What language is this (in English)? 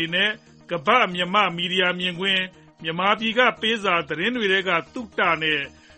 Burmese